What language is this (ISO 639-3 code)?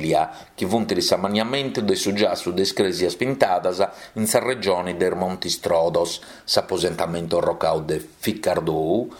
srd